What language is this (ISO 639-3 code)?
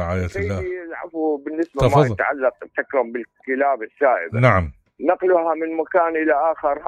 acm